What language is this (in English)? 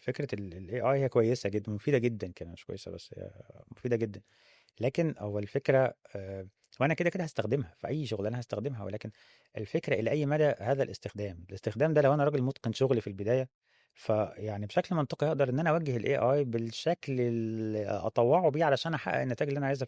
Egyptian Arabic